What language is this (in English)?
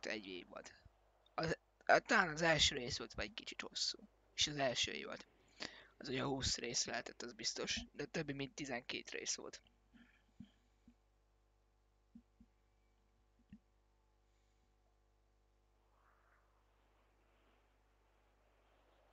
Hungarian